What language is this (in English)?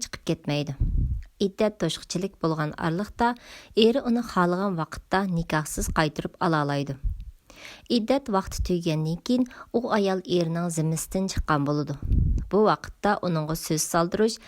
Uyghur